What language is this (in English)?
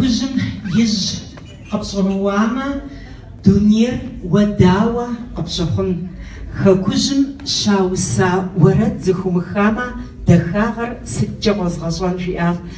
Kabardian